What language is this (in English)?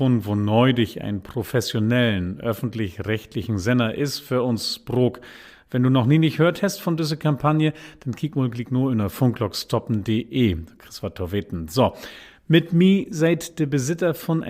Low German